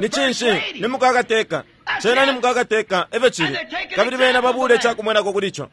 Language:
Bemba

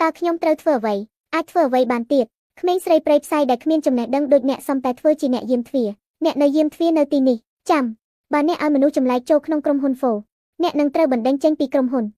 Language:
Khmer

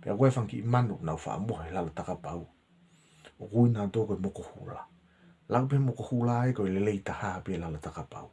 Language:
Tongan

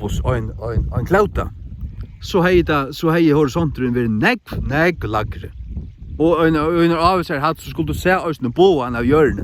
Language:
Faroese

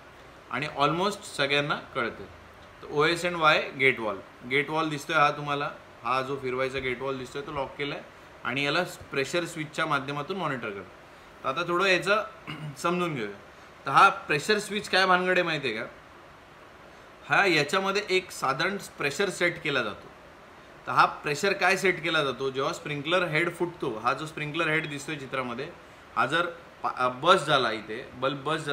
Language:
Marathi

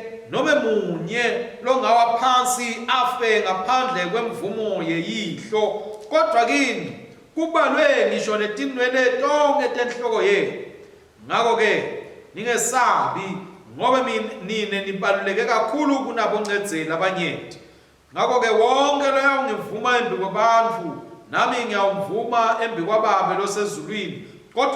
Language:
Swati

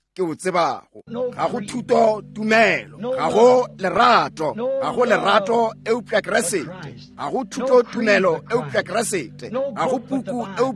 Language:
Northern Sotho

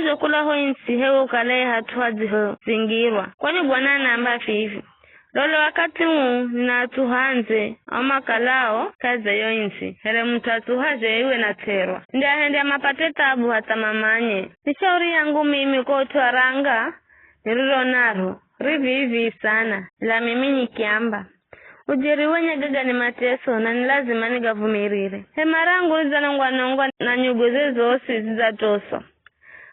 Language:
Giryama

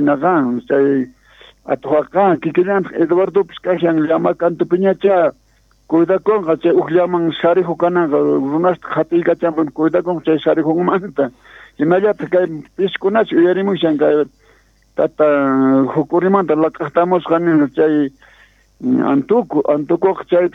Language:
South Bolivian Quechua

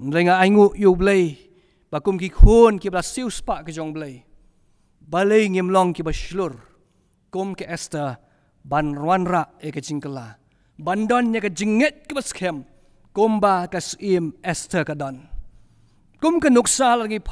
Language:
Khasi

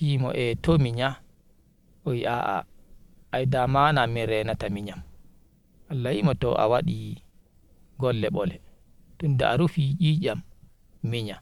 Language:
Nigerian Fulfulde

